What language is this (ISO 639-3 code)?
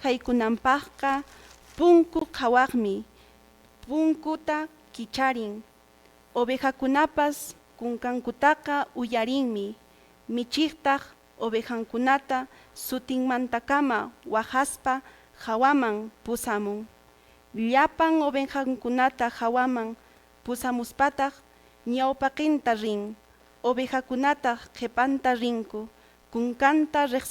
que